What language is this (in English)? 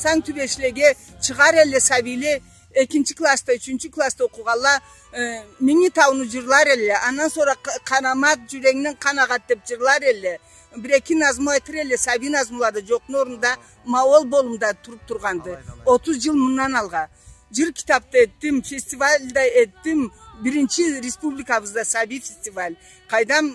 Karachay-Balkar